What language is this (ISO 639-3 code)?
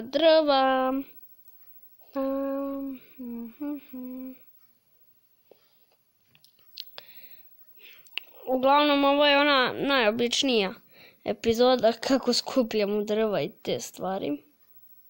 hrv